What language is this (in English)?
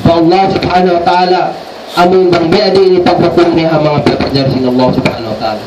Tausug